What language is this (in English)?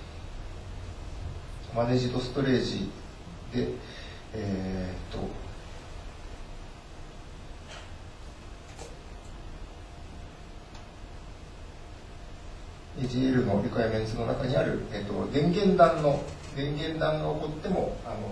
Japanese